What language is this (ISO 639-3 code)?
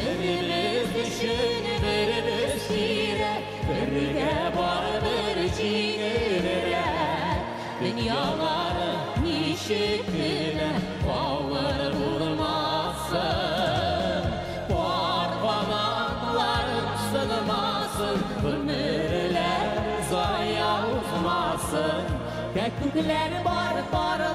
bak